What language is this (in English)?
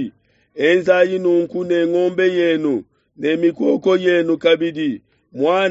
Luba-Lulua